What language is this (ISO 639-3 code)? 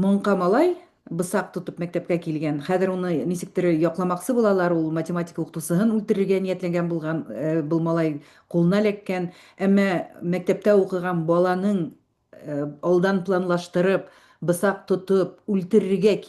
bak